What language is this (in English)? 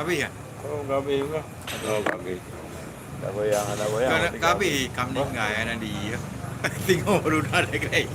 Achinese